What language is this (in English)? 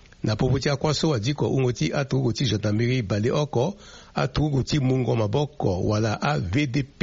Sango